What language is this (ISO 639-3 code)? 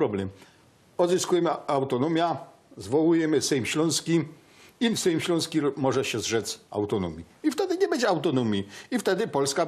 szl